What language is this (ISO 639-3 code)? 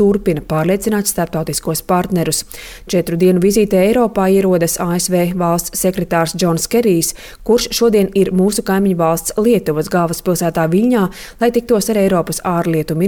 lav